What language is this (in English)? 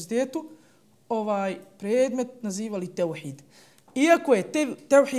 Bosnian